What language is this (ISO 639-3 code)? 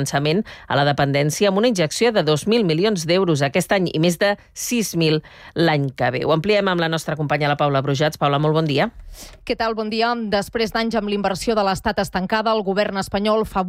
cat